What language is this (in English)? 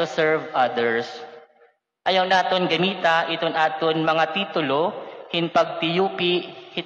Waray